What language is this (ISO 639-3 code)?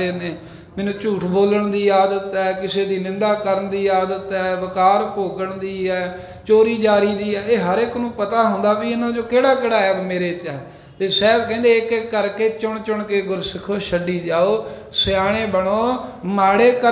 pan